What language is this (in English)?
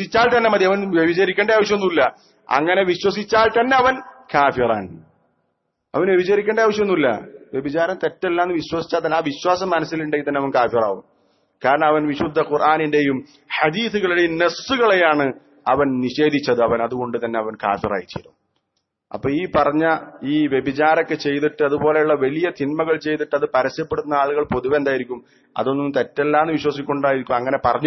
Malayalam